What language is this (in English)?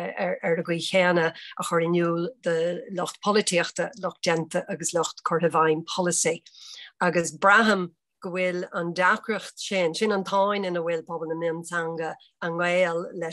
Irish